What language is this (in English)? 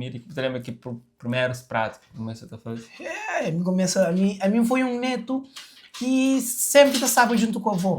Kabuverdianu